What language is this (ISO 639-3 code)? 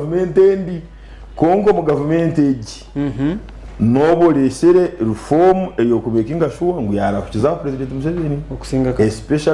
nyn